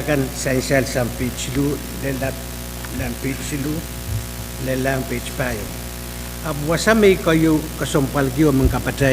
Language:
Pohnpeian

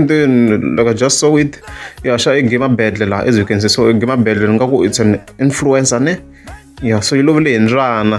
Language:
Tsonga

